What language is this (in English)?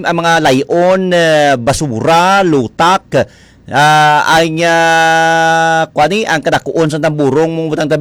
Hiligaynon